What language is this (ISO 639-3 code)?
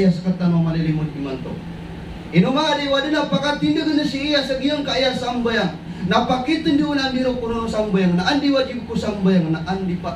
mrw